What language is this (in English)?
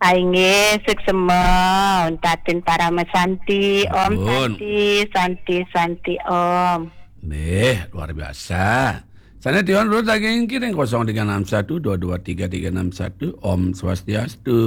Balinese